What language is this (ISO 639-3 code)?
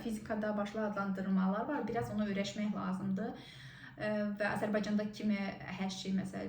aze